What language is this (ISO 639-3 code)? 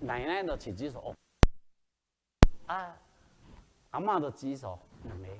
nan